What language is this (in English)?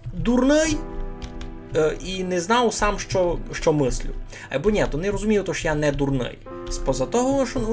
Rusyn